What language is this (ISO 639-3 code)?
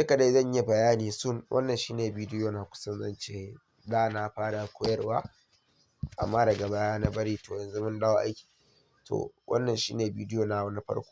hau